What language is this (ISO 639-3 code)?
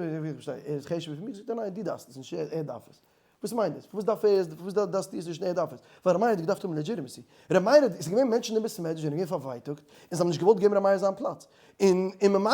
yid